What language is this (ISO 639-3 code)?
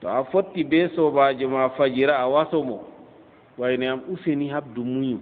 ful